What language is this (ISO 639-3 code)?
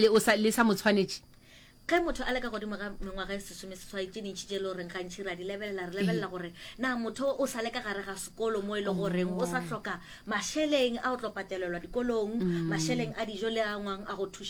nso